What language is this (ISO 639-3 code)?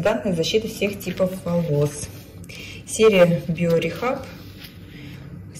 rus